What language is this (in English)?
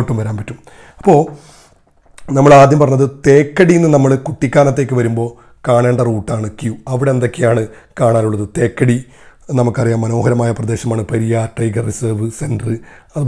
Malayalam